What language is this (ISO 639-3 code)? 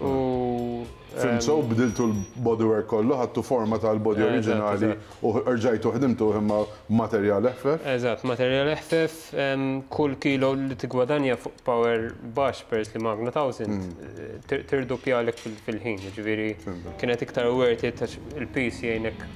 mlt